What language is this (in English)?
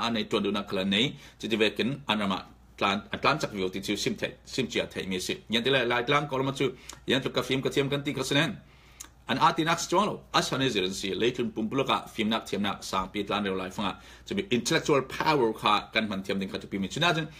Falam Chin